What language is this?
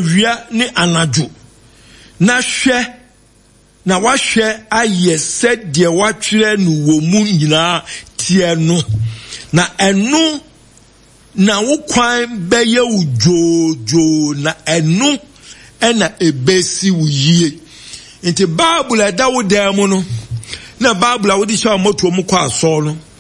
Akan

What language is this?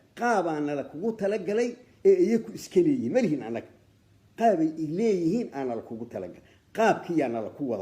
Somali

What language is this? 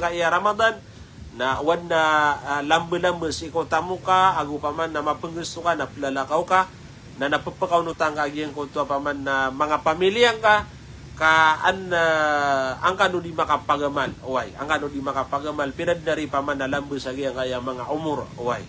Maranao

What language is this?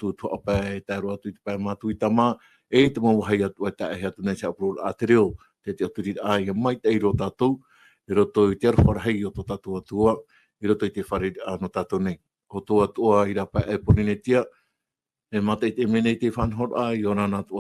Tahitian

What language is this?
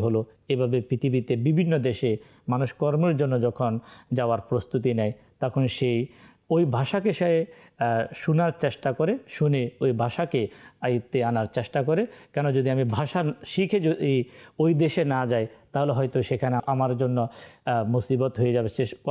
Bangla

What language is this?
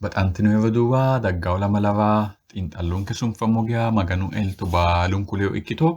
Sidamo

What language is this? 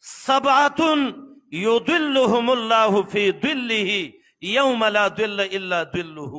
Pashto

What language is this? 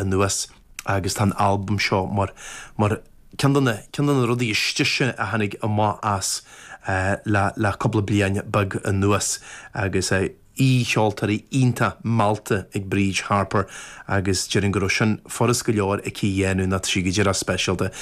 Irish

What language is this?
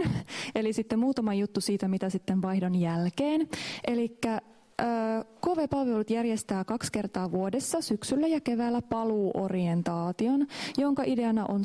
Finnish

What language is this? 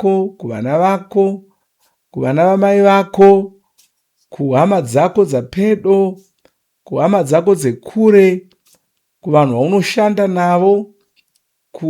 Shona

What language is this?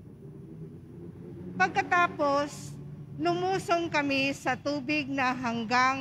Filipino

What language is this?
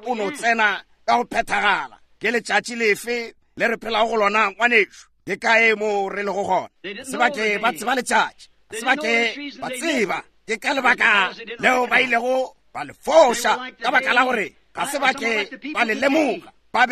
Northern Sotho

